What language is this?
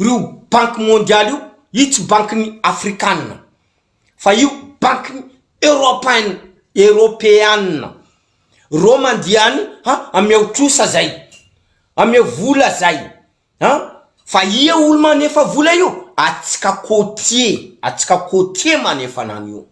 Malagasy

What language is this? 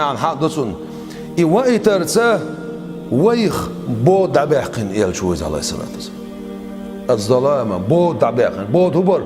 Chechen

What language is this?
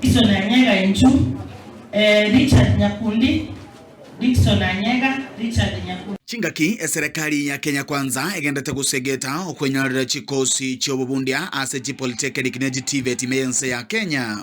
Gusii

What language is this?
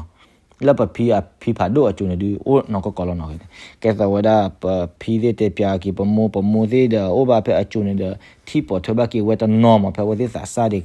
S'gaw Karen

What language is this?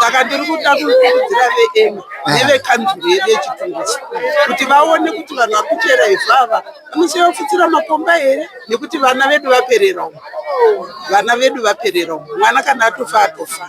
Shona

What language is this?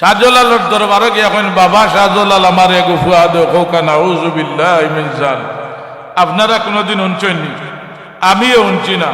Sylheti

